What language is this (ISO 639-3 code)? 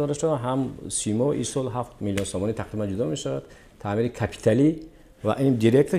tgk